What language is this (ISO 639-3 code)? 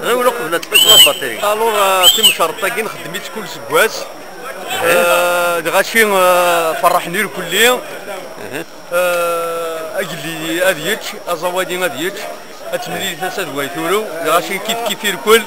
kab